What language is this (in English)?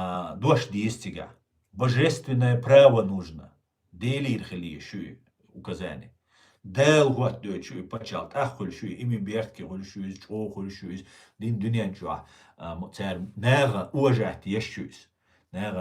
Chechen